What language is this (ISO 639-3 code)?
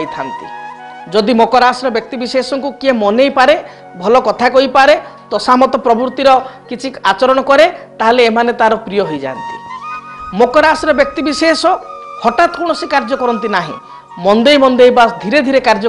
ori